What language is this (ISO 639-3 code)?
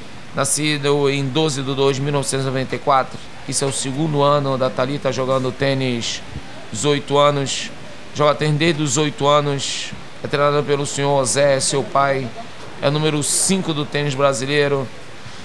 por